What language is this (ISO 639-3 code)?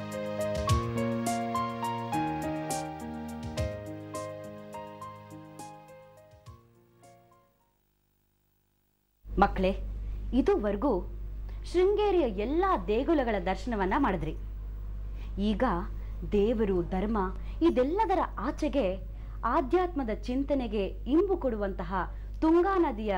kan